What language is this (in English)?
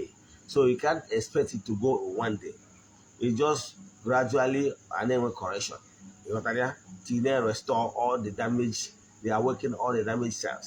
Igbo